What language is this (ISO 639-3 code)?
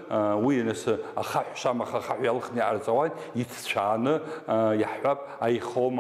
abk